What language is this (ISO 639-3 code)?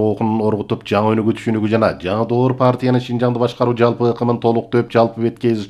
kir